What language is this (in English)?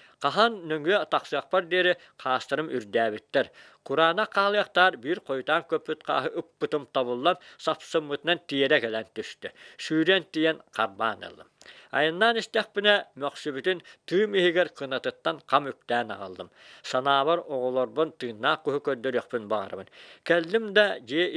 Yakut